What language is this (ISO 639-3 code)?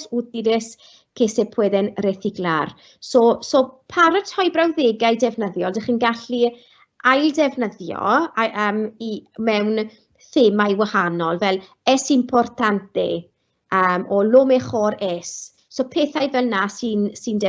cym